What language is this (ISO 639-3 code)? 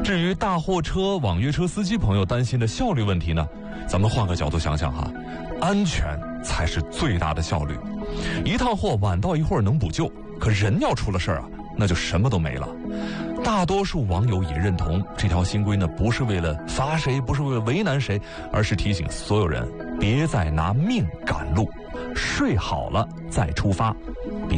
zho